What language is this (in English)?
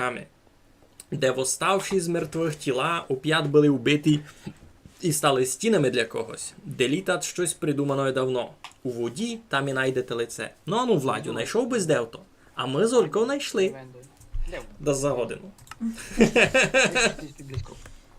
Rusyn